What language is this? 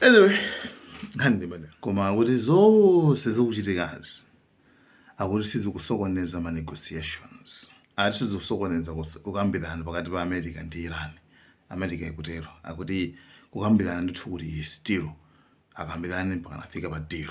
Nyanja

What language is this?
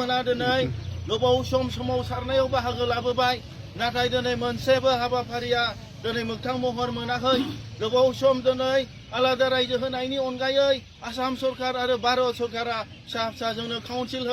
Bodo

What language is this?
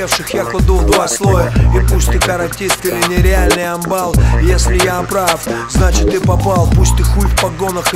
Russian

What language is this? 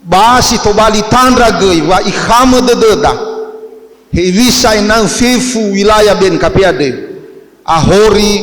Nias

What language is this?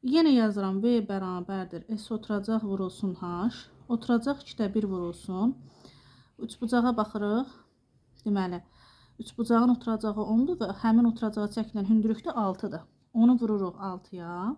Azerbaijani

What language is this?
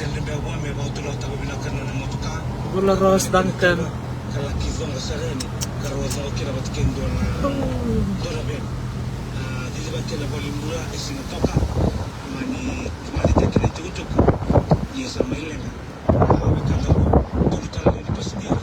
Fijian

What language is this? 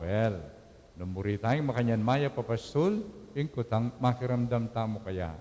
Pampanga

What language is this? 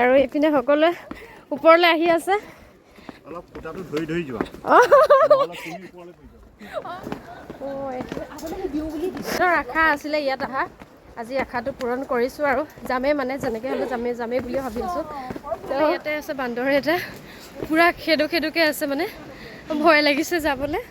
Assamese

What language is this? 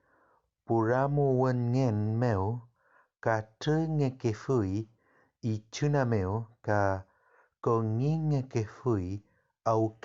Mapuche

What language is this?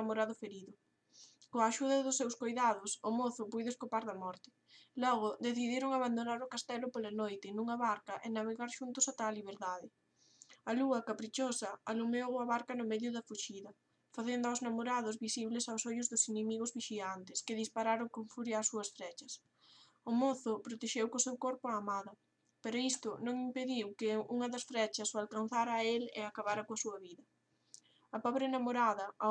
Galician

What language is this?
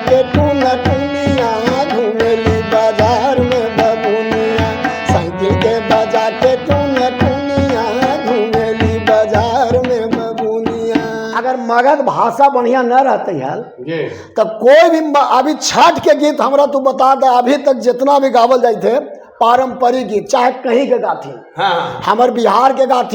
Magahi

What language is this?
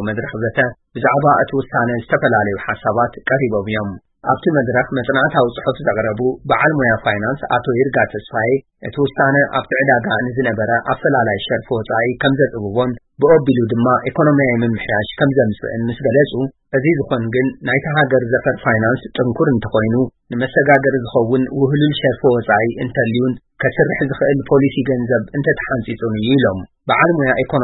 Tigrinya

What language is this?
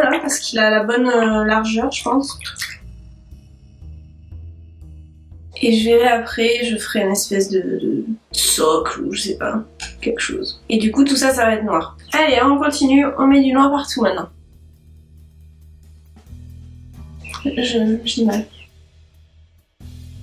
French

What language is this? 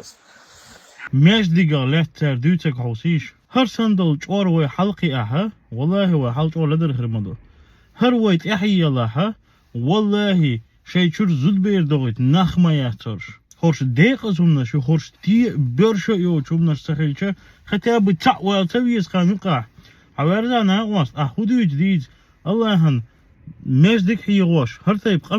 Chechen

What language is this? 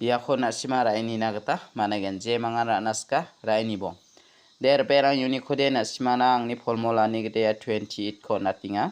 Garo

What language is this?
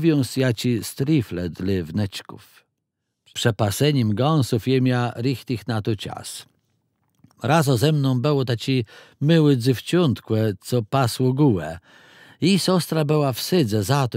Kashubian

